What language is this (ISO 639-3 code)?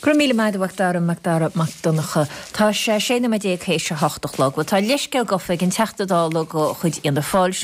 gle